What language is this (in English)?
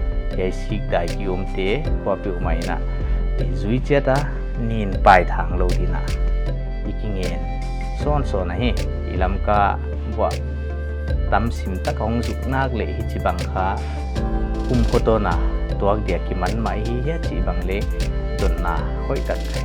Paite Chin